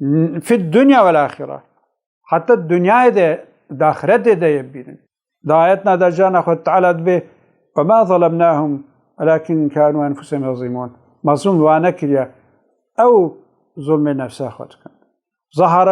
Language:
Kurdish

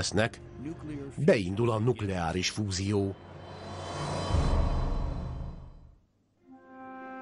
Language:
Hungarian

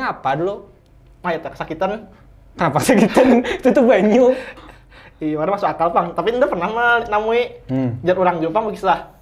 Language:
Banjar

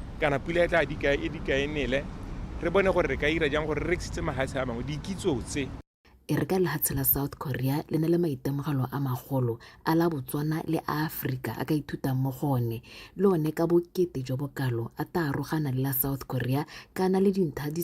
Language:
Tswana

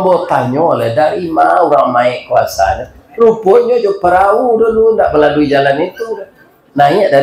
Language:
Minangkabau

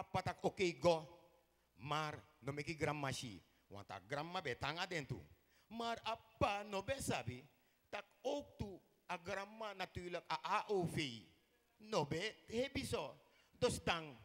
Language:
Sranan Tongo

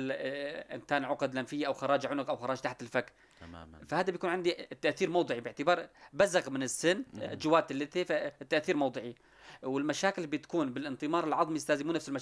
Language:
North Levantine Arabic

